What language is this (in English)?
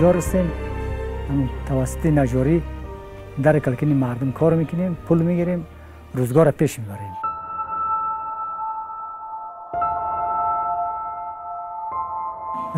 Persian